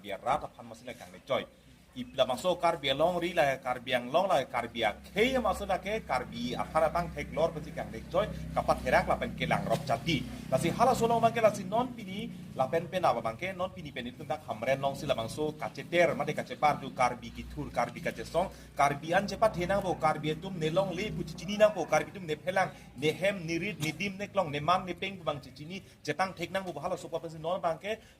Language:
Karbi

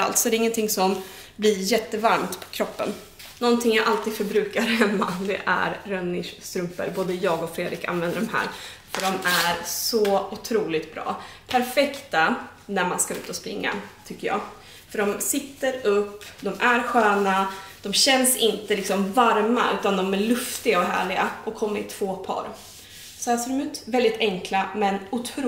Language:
Swedish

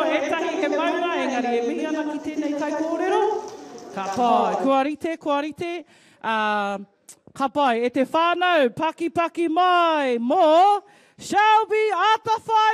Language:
Māori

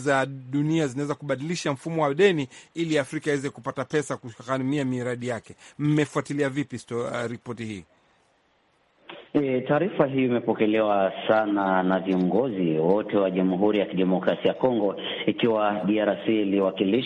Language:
Swahili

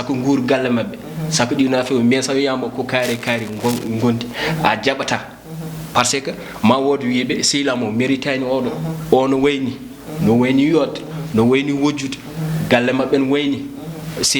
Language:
Fula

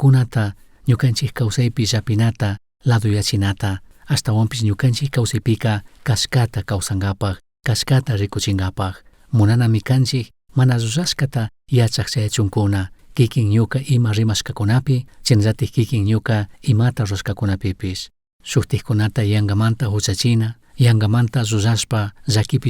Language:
Chimborazo Highland Quichua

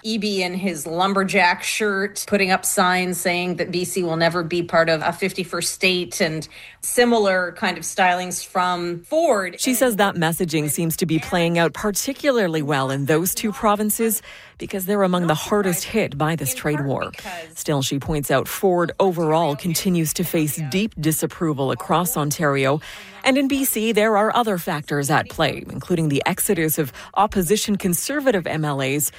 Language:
English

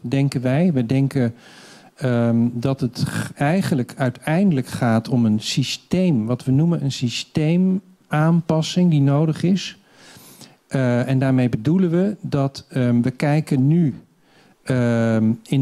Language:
Dutch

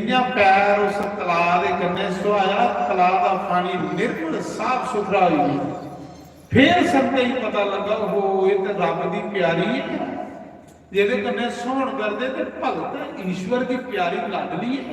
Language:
Dogri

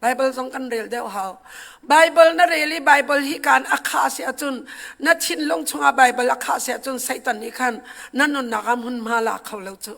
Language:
Hakha Chin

